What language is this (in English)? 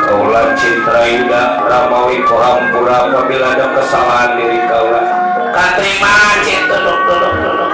Betawi